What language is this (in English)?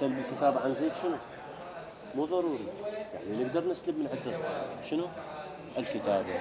Mesopotamian Arabic